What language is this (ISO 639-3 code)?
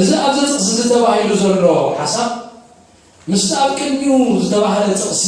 tir